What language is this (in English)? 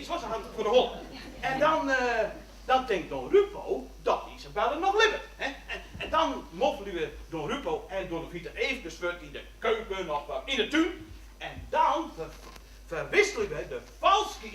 Western Frisian